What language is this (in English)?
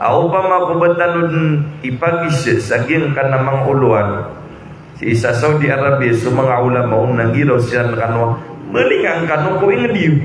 Maranao